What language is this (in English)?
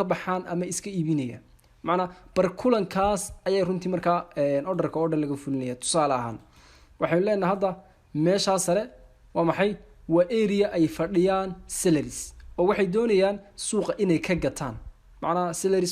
Somali